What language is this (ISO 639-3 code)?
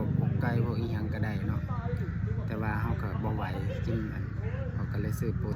tts